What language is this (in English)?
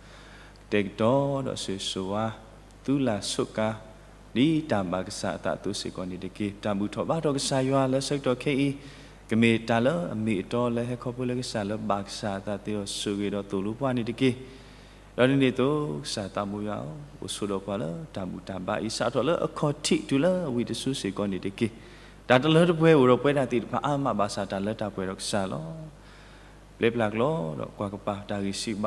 S'gaw Karen